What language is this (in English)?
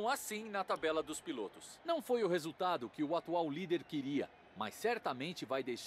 Portuguese